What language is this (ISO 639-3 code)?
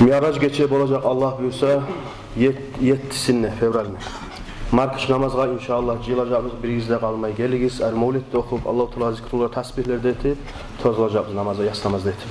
kum